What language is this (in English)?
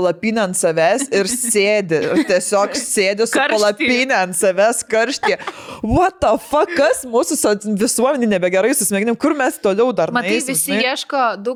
Lithuanian